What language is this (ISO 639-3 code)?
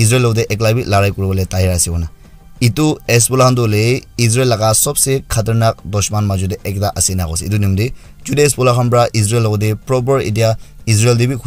nag